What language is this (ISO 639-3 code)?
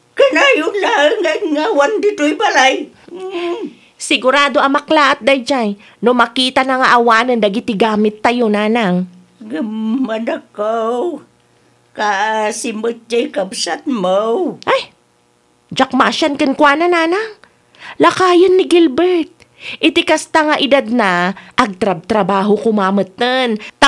ilo